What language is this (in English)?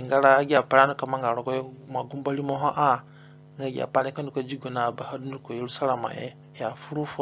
Zande (individual language)